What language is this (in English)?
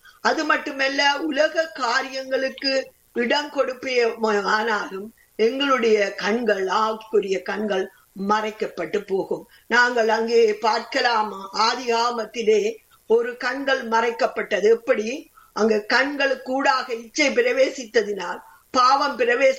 Tamil